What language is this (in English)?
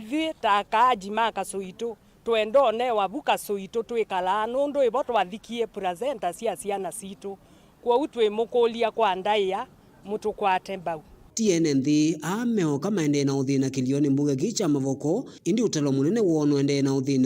Kamba